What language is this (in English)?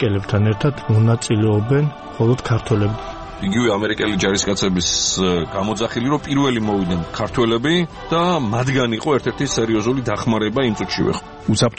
Georgian